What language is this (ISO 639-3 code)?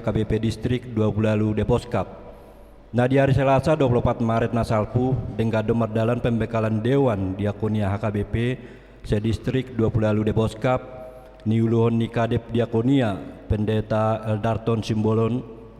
bbc